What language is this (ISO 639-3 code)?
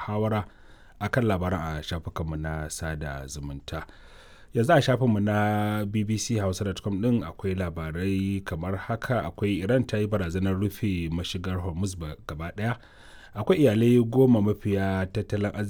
hau